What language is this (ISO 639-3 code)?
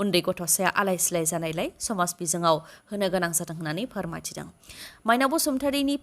brx